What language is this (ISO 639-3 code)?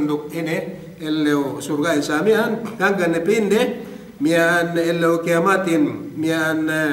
yka